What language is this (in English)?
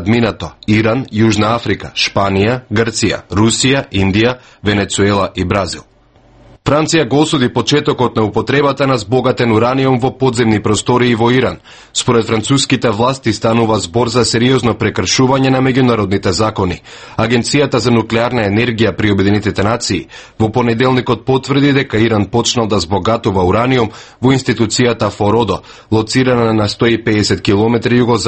Macedonian